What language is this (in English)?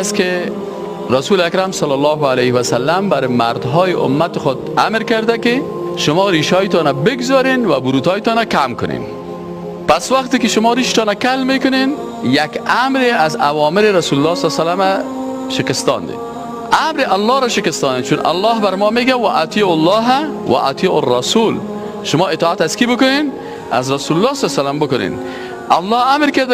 Persian